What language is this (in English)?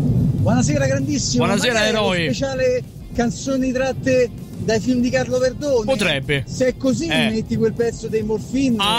Italian